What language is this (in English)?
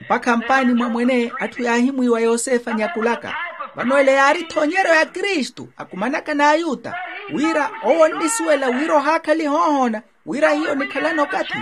Makhuwa